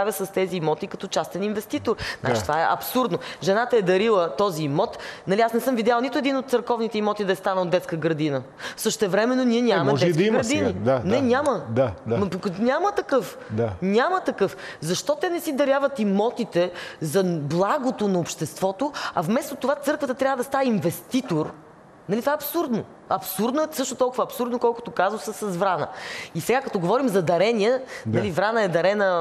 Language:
Bulgarian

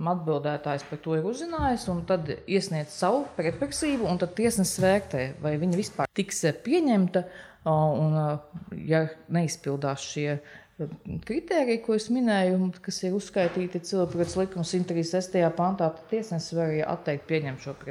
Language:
Latvian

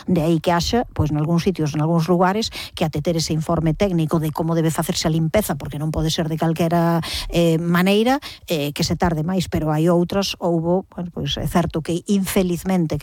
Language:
Galician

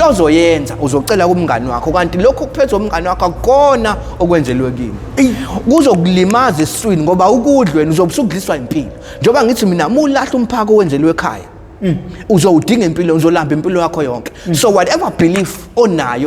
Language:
Zulu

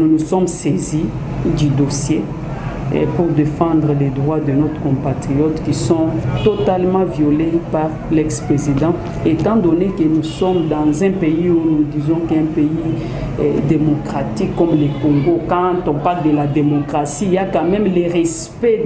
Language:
French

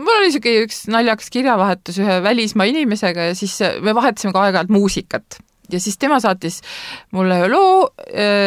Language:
Estonian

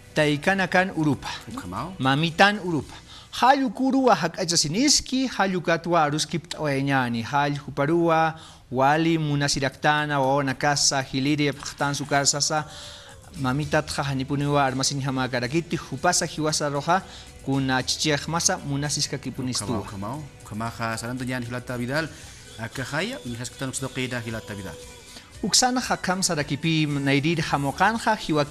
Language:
Aymara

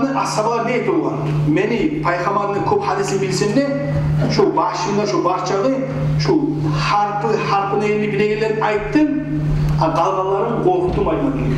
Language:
Kumyk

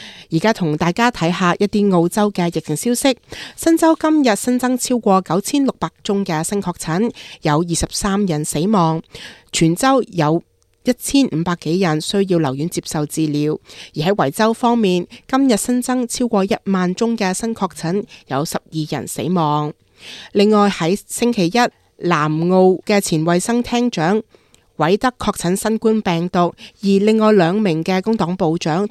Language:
Cantonese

